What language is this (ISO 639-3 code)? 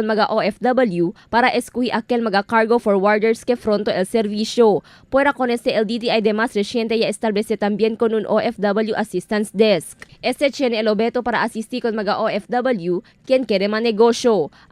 cbk